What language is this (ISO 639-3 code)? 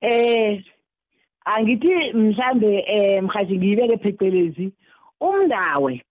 nbl